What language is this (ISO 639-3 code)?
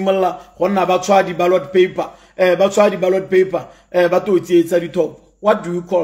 tsn